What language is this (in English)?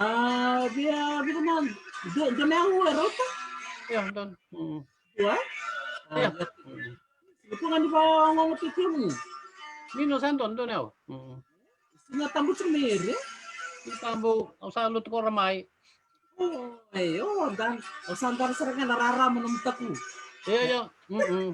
Fijian